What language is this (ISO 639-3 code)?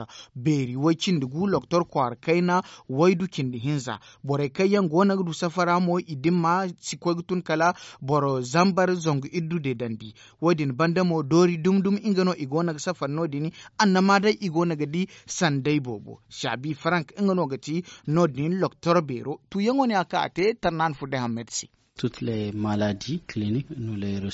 dje